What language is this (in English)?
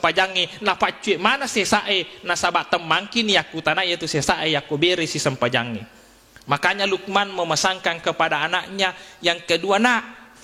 Buginese